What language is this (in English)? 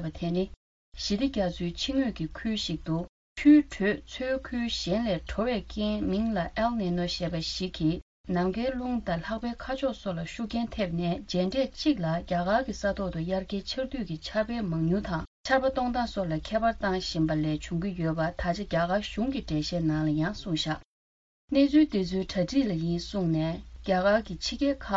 Tibetan